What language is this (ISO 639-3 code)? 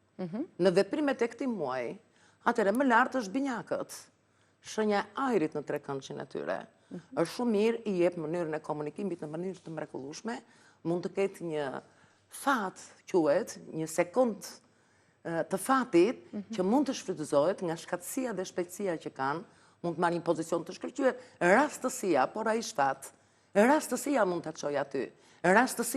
sqi